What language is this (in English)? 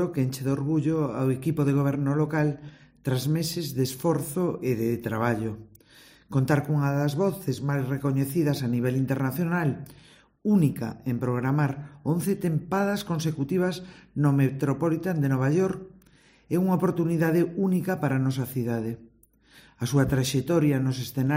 Galician